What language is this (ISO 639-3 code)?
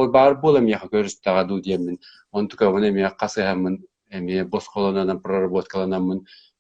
sah